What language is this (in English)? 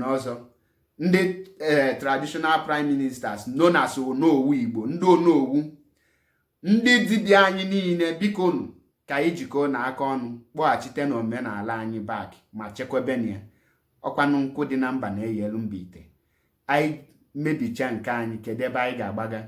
Igbo